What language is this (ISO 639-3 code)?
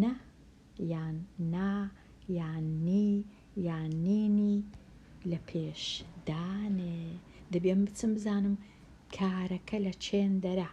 ckb